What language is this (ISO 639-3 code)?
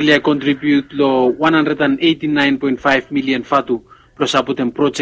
bis